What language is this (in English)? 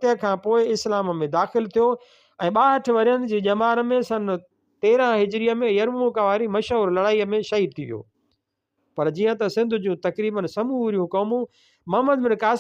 Sindhi